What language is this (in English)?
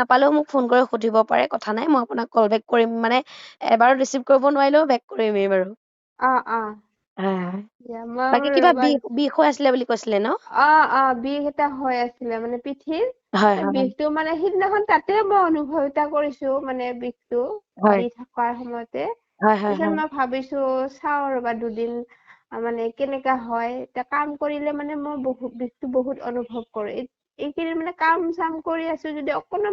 Assamese